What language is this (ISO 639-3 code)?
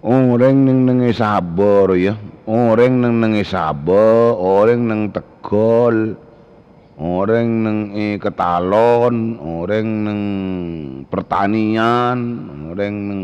mad